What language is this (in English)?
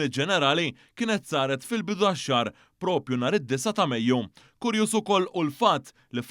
Maltese